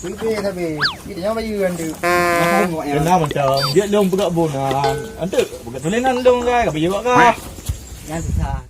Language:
Achinese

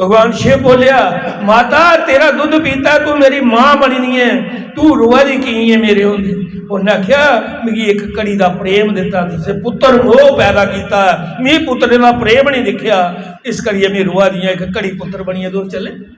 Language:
Dogri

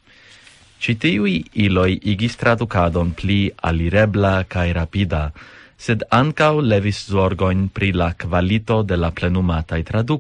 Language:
Esperanto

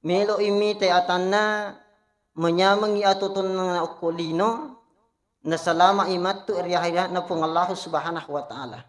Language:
Buginese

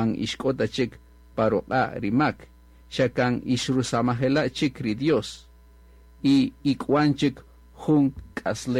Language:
Kaqchikel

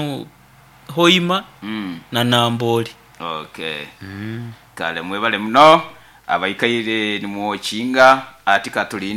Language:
Nyoro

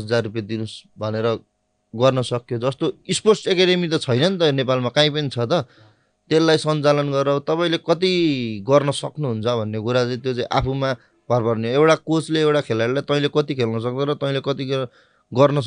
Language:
Nepali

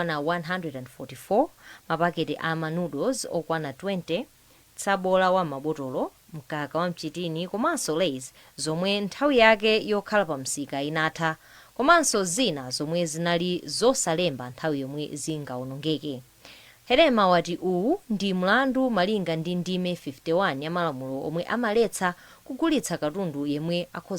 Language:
Nyanja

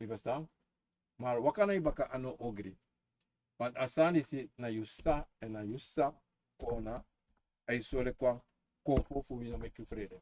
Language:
Sranan Tongo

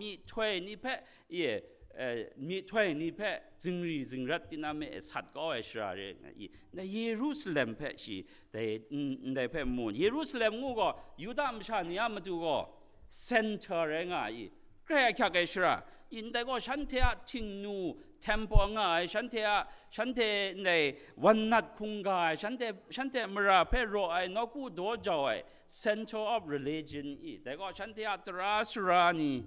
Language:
Kachin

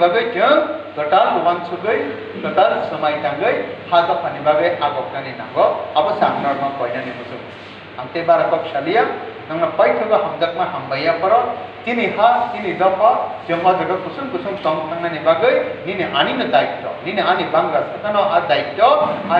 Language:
Kok Borok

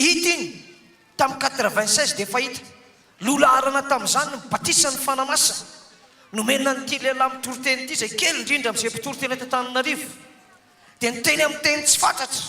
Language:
Malagasy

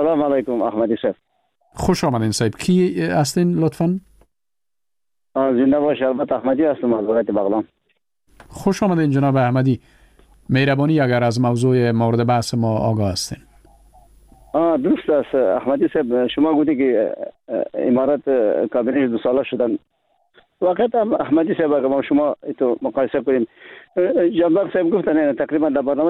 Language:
Persian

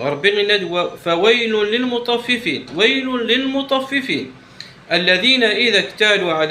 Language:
Kabyle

